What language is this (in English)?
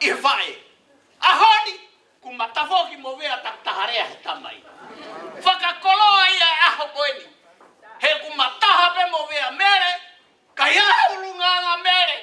Tongan